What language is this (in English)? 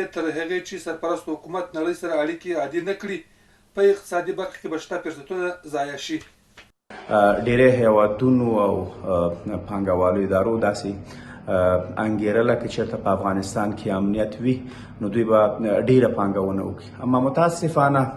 Pashto